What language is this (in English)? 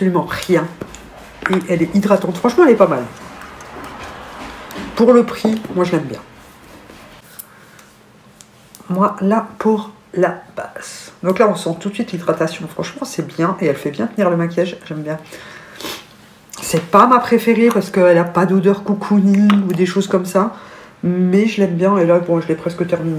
French